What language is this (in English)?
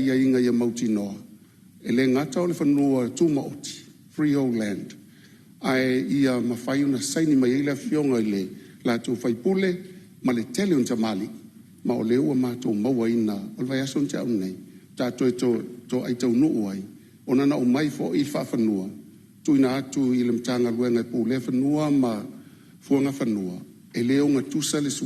Samoan